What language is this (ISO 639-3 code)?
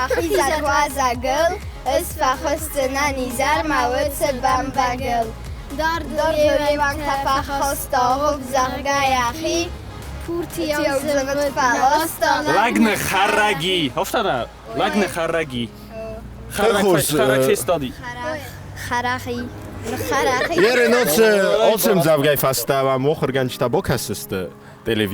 oss